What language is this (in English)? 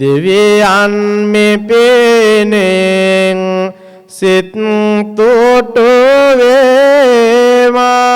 Sinhala